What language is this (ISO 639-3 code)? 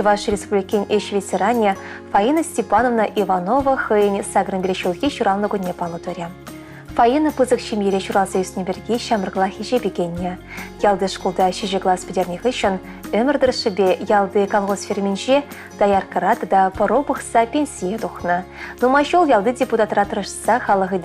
chv